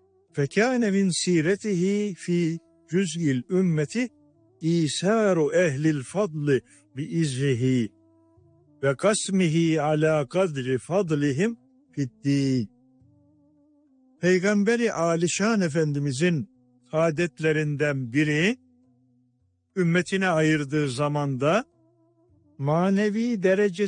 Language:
Turkish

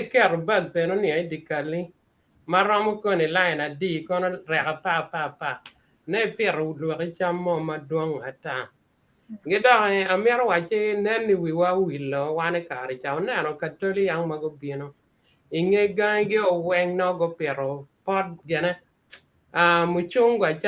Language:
Acoli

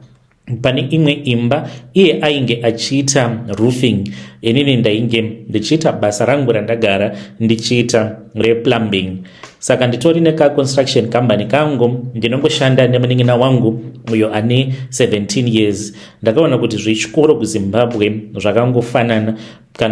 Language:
Shona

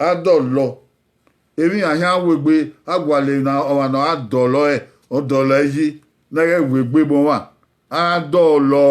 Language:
Bini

